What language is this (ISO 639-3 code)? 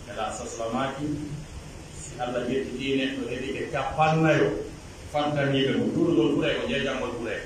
fuf